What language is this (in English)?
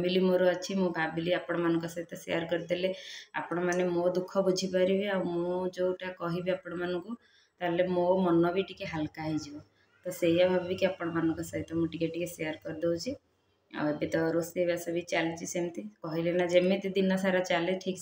Odia